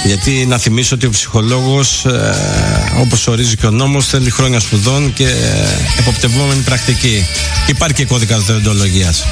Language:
Greek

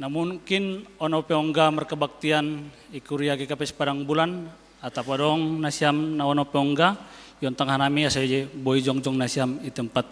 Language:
Batak Simalungun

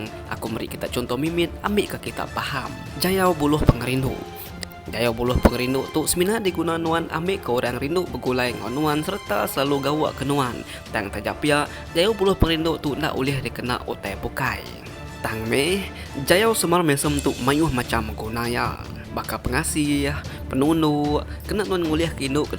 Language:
Iban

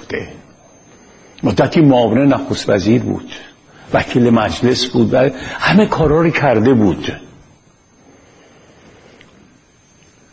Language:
Persian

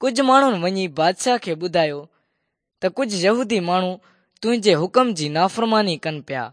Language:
Sindhi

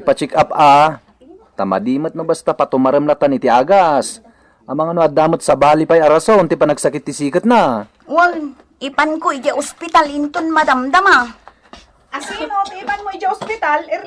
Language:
Iloko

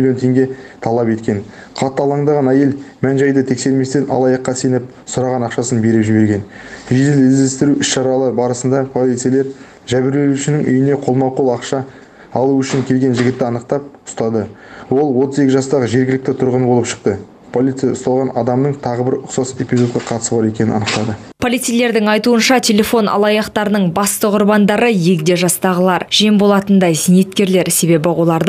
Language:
Kazakh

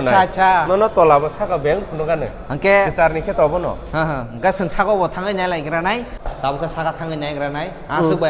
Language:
Kok Borok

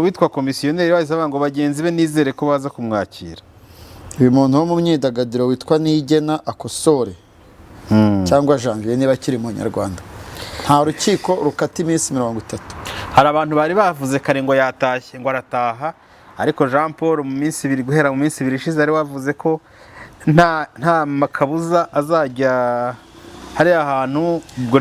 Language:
Kinyarwanda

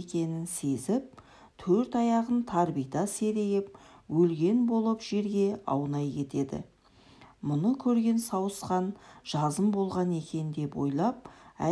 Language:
Kazakh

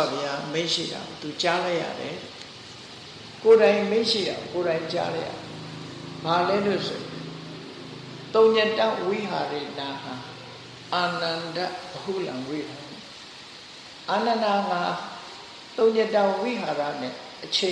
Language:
Burmese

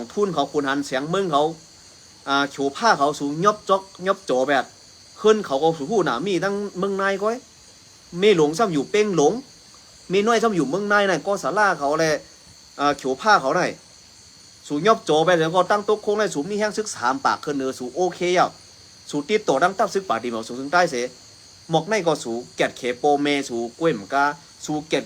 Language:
Shan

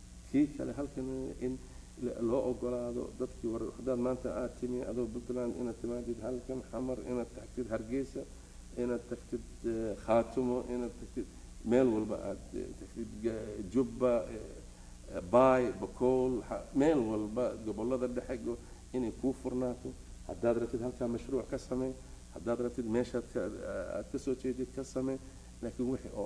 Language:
Somali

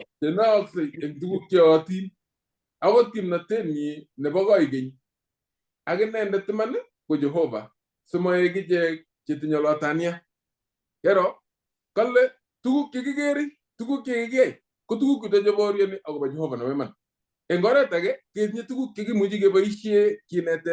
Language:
Kalenjin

